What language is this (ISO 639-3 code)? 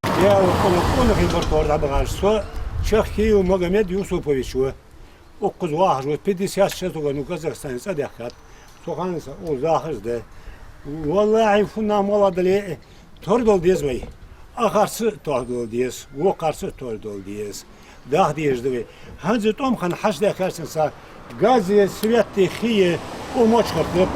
inh